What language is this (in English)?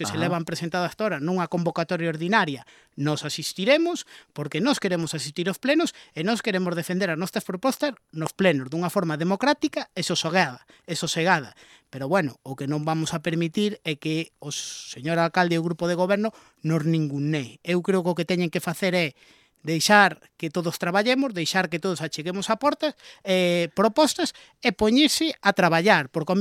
Galician